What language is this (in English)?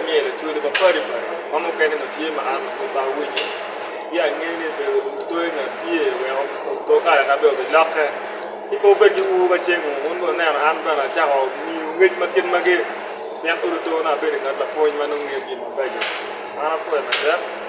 Acoli